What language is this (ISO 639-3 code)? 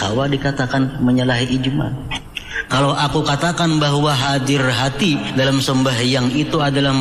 bjn